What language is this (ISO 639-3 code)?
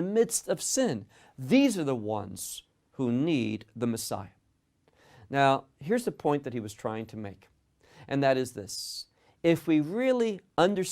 eng